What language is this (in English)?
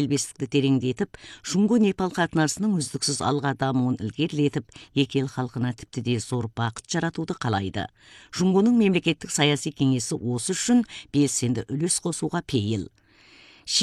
Kazakh